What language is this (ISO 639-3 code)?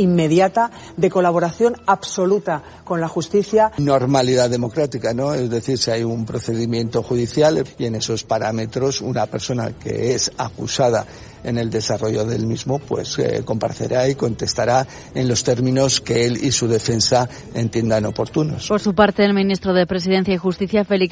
spa